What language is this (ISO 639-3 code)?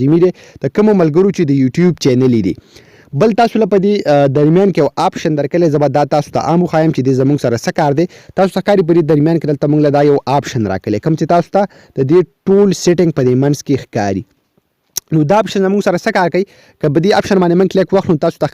pus